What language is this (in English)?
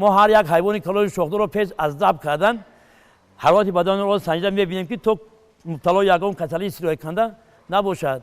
Tajik